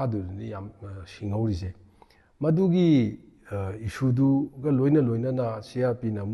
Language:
Manipuri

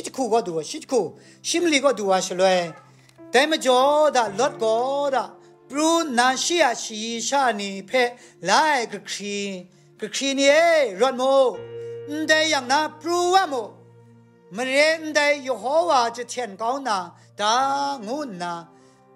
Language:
Kachin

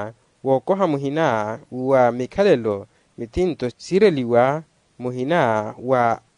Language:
Makhuwa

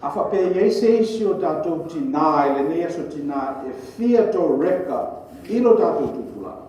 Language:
Samoan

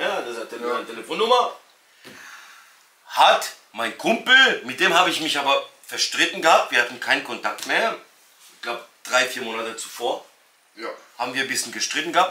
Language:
German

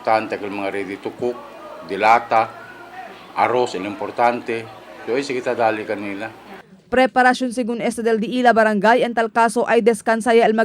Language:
Chavacano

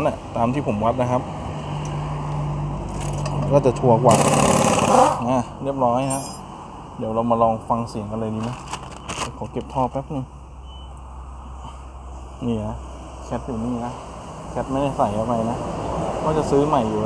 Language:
Thai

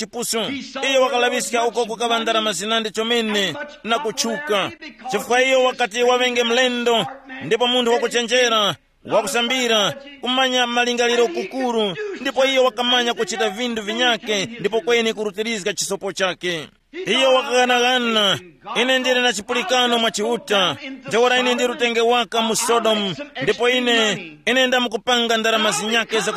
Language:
Tumbuka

